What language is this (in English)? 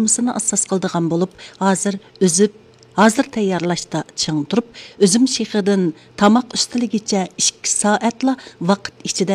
Uyghur